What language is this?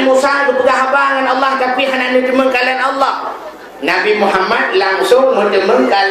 Achinese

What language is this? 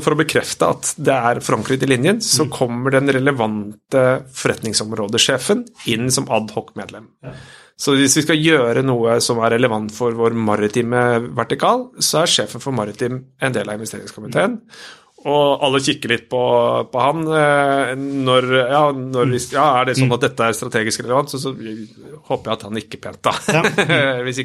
Norwegian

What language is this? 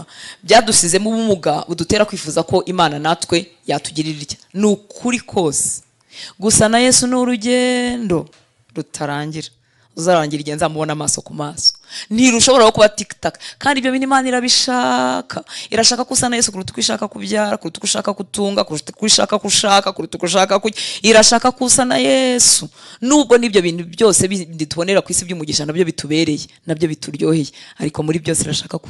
Kinyarwanda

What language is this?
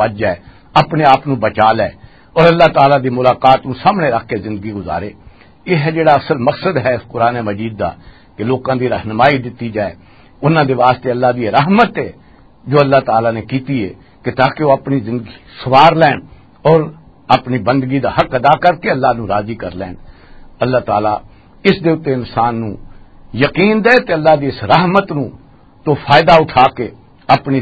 Western Panjabi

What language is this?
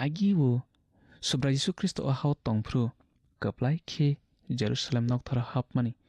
Kok Borok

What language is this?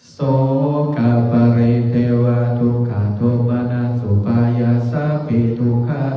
Pali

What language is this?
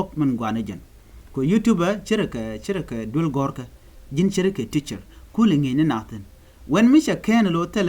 Nuer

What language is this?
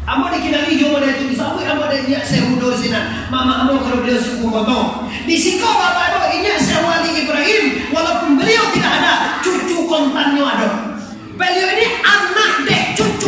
Minangkabau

